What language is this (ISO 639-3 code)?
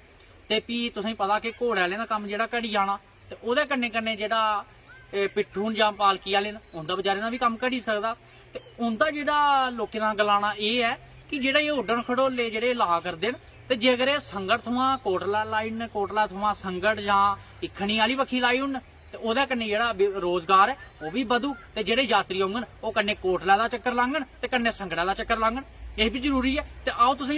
doi